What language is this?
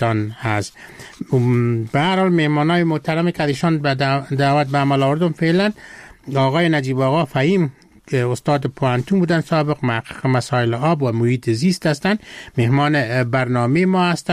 Persian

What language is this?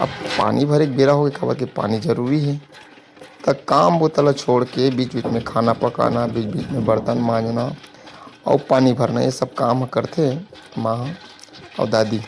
Chhattisgarhi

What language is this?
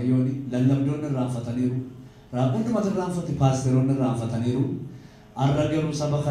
Oromo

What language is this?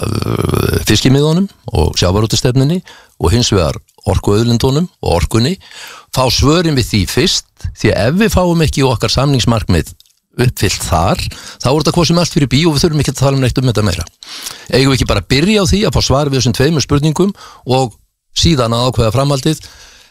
Icelandic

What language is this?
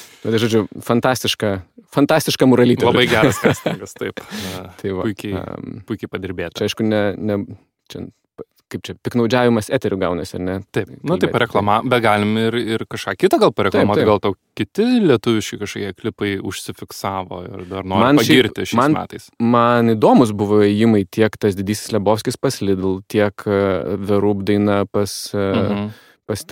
Lithuanian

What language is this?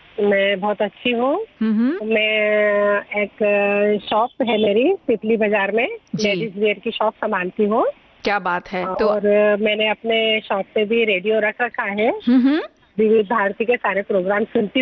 Hindi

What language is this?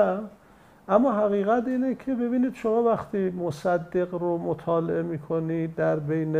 Persian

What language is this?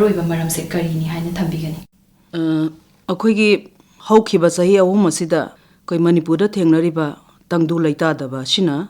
Manipuri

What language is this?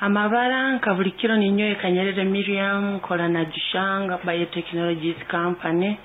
Nyankole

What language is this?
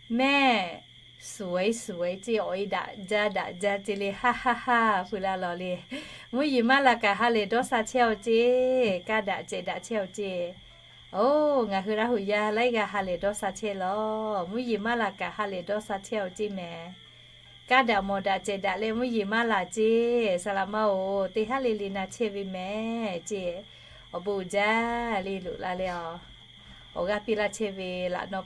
Lahu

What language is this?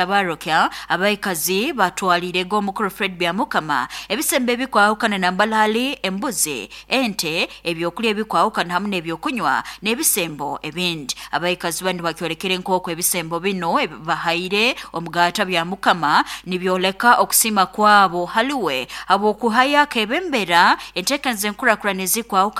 Nyankole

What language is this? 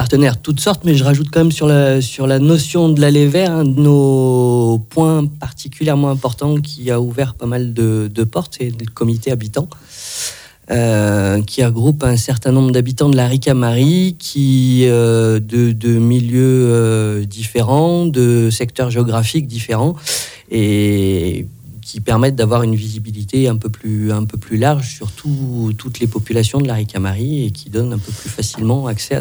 French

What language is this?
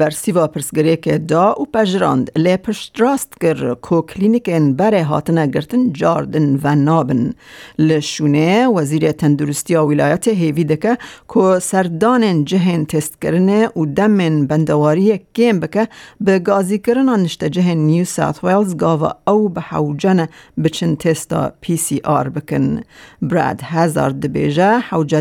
Kurdish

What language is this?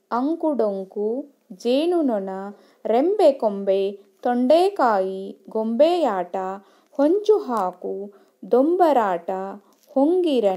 Kannada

